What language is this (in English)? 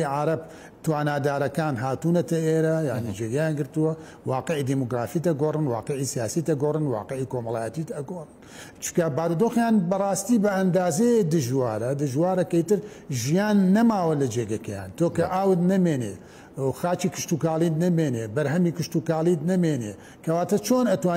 Central Kurdish